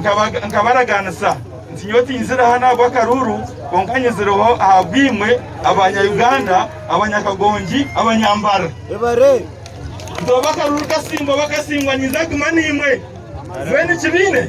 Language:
Nyankole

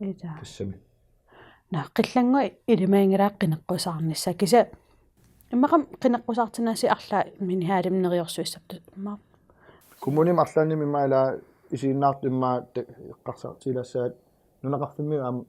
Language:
Kalaallisut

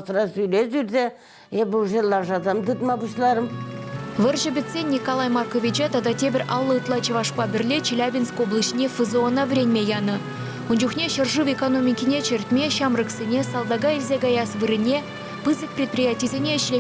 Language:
Chuvash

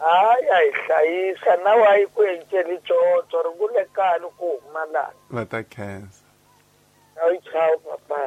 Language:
Tsonga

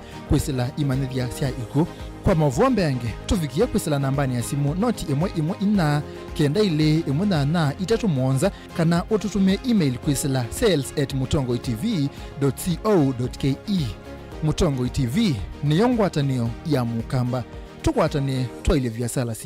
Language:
Kamba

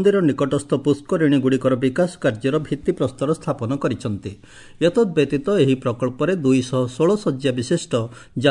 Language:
Odia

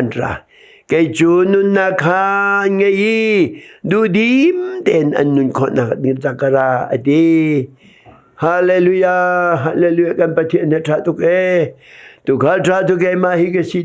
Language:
Hakha Chin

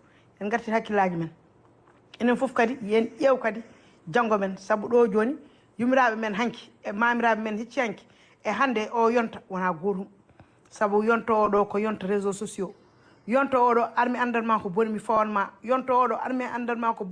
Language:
Fula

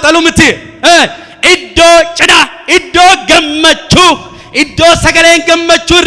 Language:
Oromo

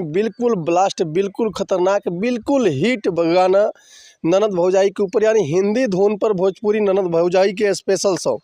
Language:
Bhojpuri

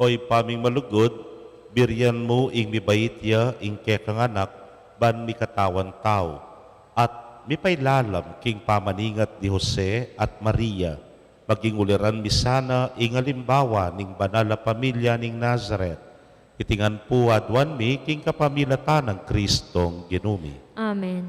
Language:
Pampanga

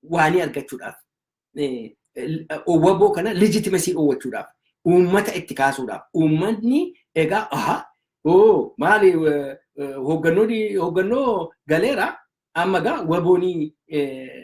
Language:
Oromo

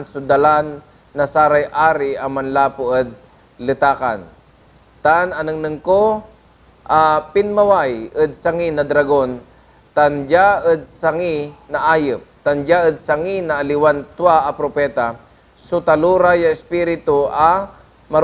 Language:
Pangasinan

